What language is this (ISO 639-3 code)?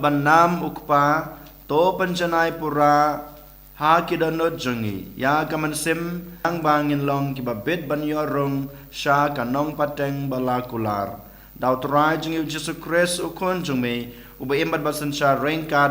kha